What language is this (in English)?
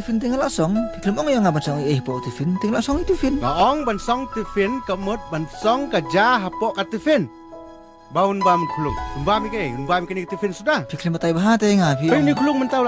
Khasi